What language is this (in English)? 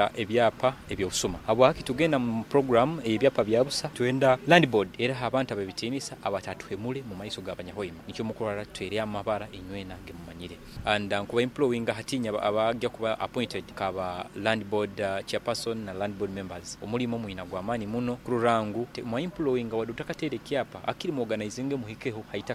Nyoro